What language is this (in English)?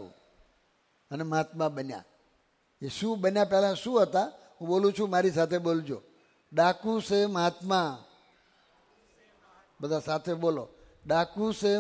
Gujarati